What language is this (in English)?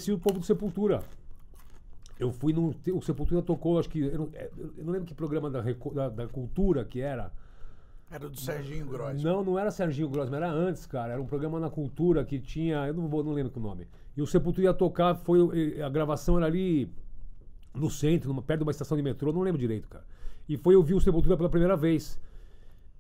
Portuguese